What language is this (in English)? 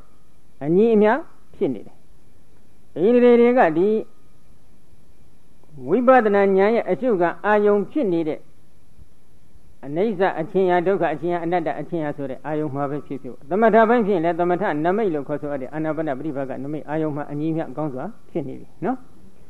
Burmese